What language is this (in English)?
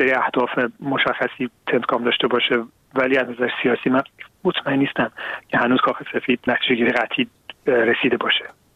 Persian